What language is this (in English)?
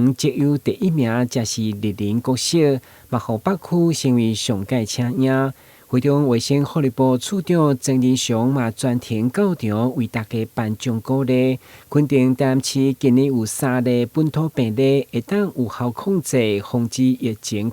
Min Nan Chinese